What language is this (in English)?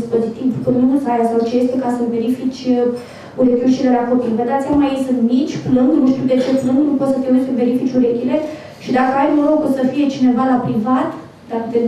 Romanian